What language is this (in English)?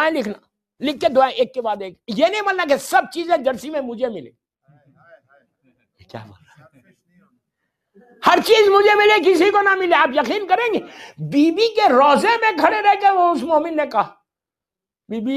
Urdu